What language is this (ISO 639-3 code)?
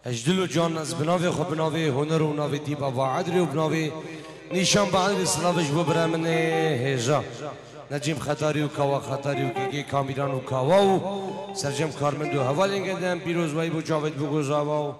kur